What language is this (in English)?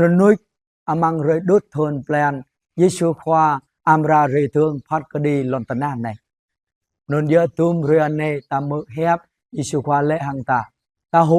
Jarai